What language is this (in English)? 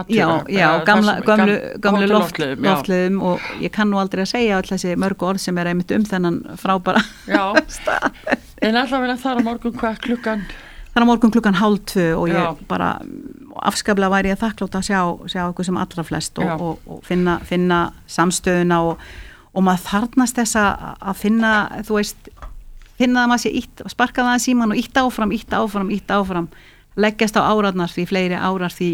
Icelandic